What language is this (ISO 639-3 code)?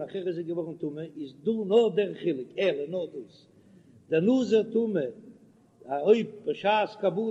yid